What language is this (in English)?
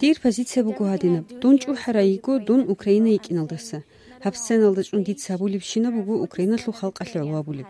Avaric